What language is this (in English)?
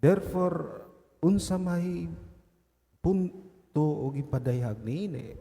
Cebuano